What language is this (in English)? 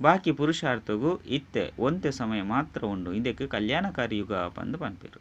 Tulu